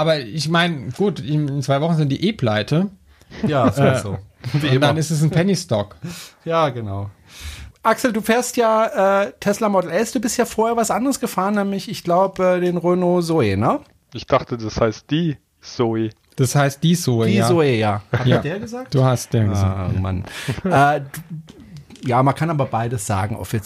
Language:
German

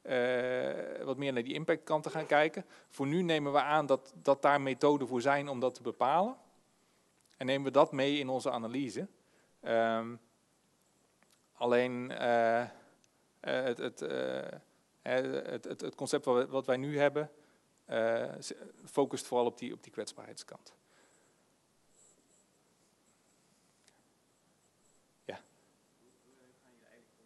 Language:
Dutch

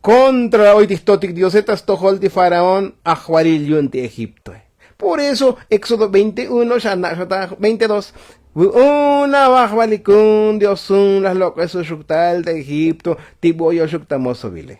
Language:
Tzotzil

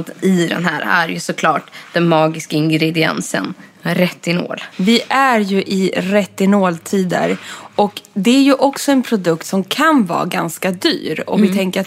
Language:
Swedish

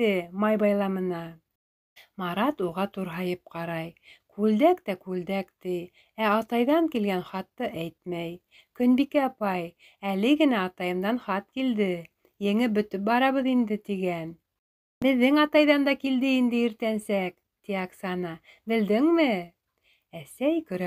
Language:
Bashkir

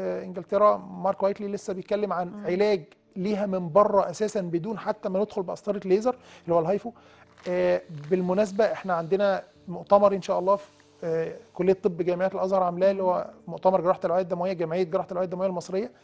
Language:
Egyptian Arabic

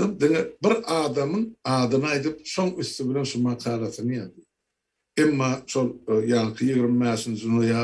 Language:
Turkmen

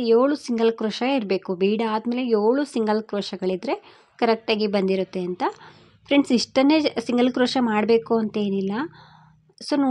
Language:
Kannada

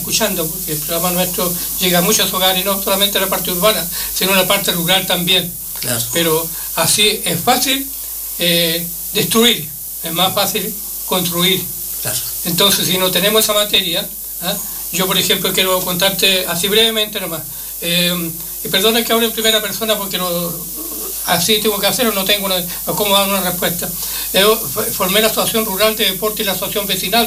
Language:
Spanish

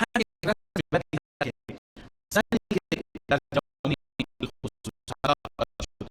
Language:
Persian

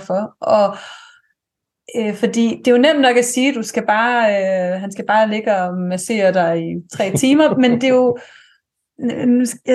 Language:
Danish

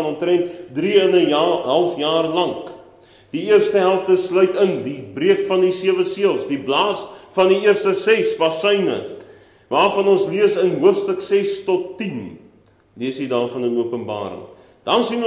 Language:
Afrikaans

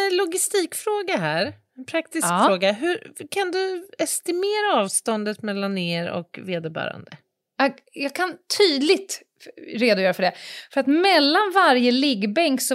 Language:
Swedish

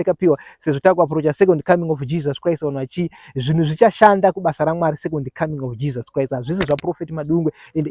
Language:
Shona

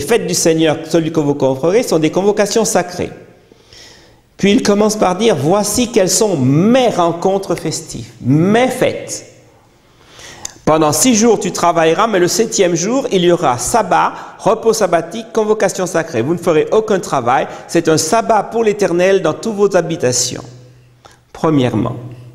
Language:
French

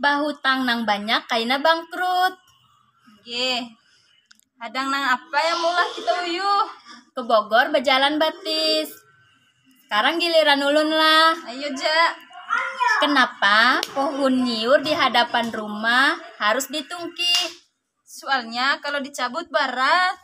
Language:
Banjar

